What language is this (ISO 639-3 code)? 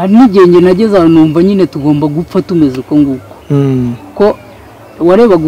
kin